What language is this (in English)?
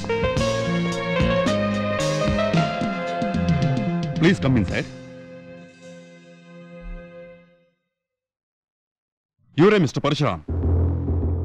Kannada